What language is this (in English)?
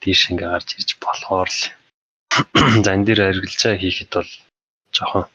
Mongolian